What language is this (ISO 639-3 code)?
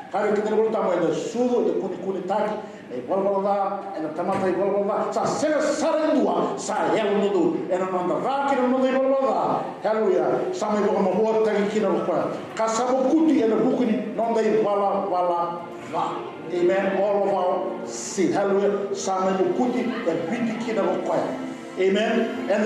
fij